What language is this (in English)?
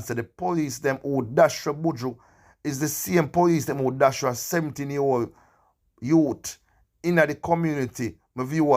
Jamaican Creole English